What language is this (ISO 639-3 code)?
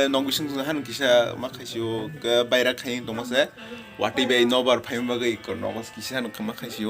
trp